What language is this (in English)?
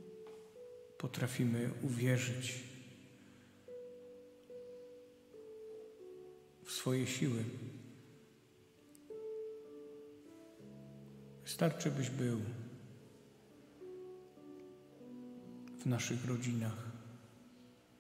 Polish